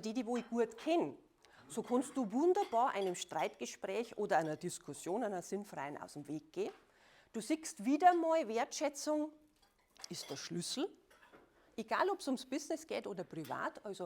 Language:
Bavarian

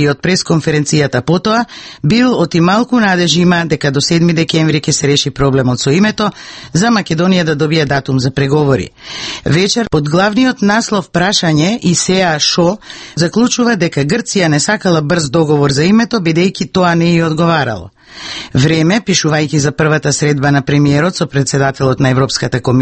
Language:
Macedonian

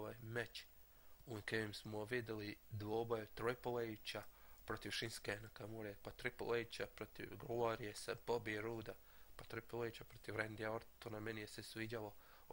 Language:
Bosnian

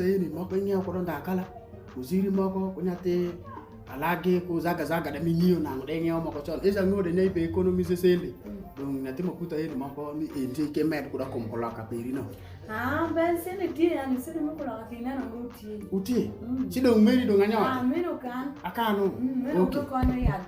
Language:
Alur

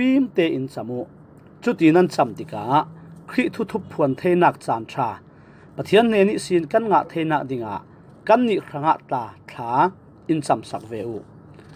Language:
Falam Chin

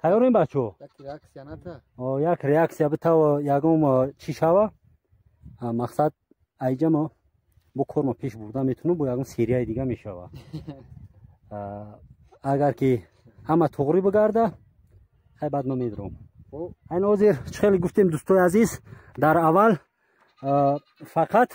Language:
Tajik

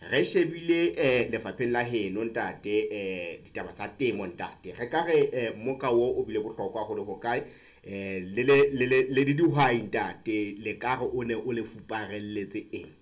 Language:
Southern Sotho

